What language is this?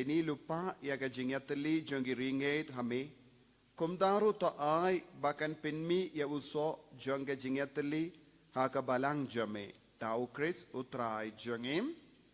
Khasi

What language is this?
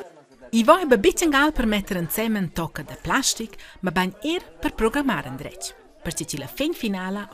Romansh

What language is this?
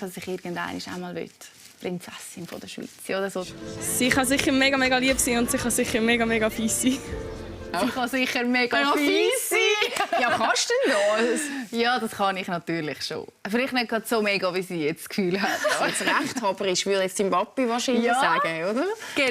Swiss German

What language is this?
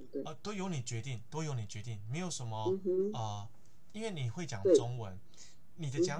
Chinese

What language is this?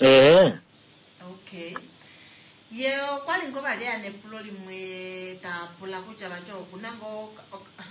Kuanyama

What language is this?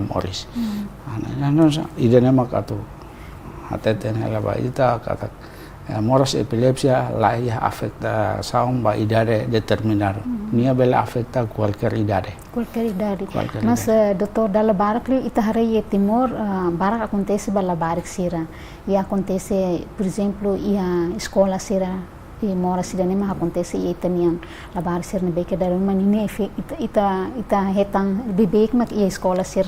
Tetum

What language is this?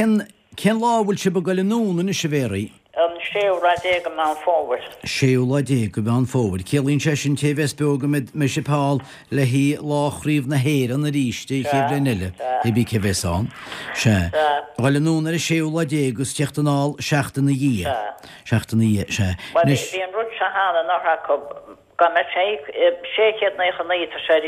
Irish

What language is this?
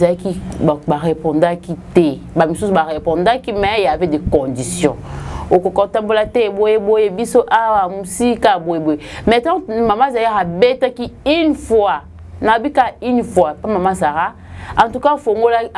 Lingala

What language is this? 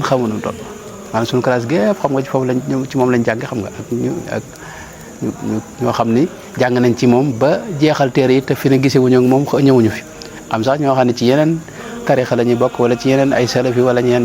Wolof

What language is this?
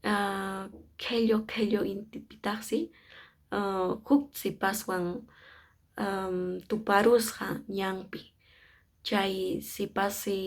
Quechua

